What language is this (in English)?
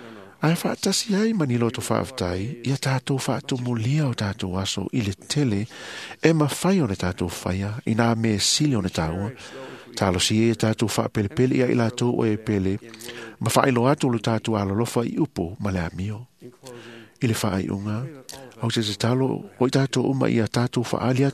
Samoan